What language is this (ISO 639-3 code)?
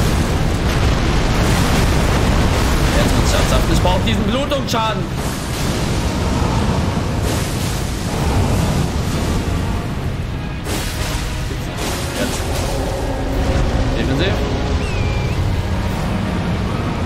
deu